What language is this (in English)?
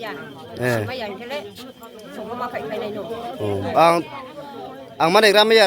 Riang (India)